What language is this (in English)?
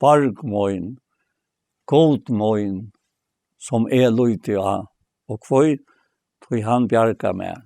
Faroese